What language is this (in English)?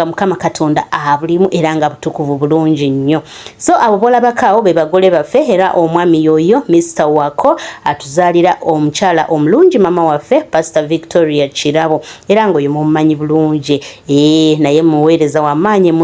Ganda